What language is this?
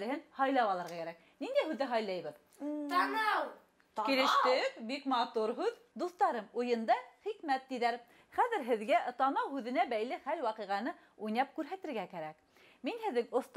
Bashkir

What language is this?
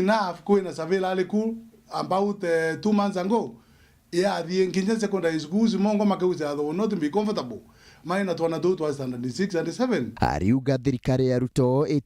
Meru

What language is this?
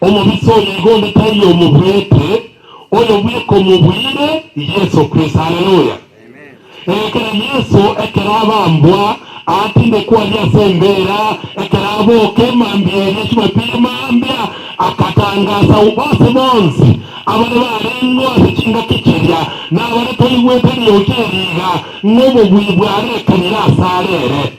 Gusii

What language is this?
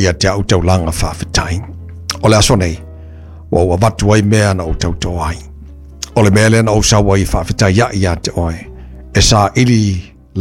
Samoan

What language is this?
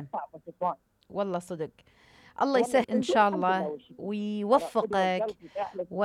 Mesopotamian Arabic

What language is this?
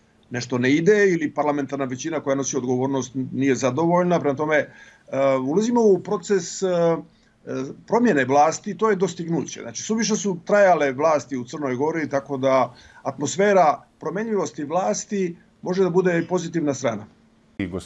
Serbian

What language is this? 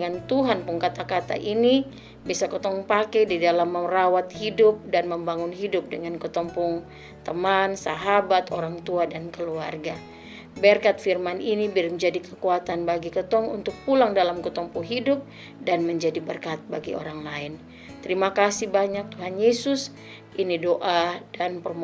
Kupang Malay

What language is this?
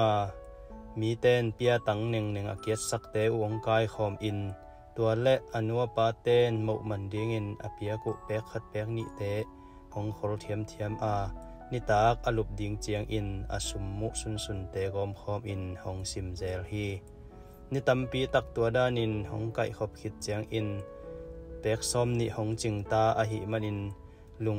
Tedim Chin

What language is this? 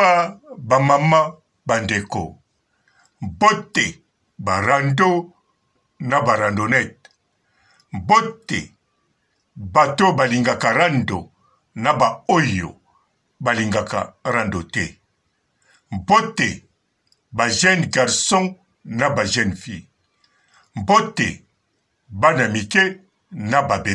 Lingala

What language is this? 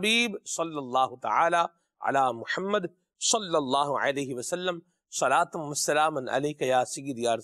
Urdu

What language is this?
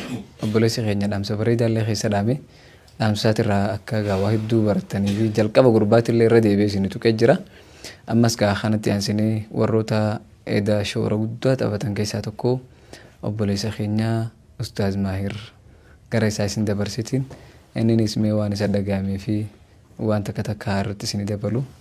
Oromo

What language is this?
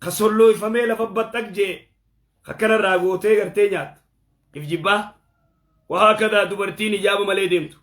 Oromo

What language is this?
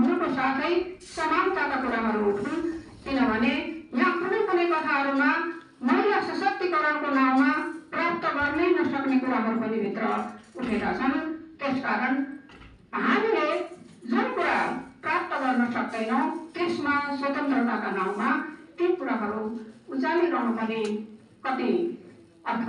Nepali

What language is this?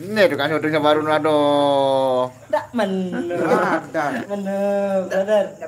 Sasak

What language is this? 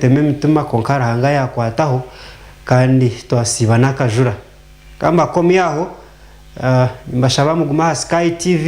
Nyankole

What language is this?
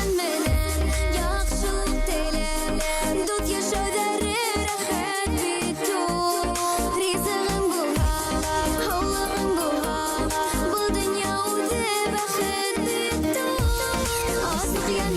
Bashkir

